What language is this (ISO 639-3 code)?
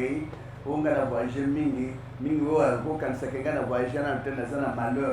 lin